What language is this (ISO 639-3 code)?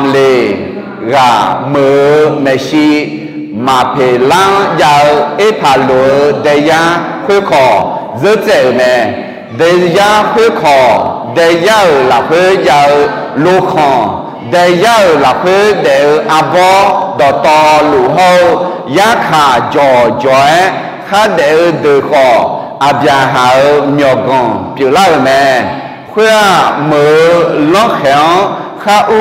ahk